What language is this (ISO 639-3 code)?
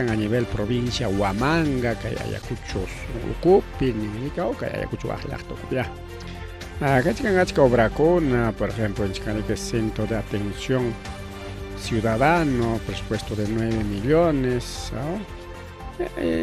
quy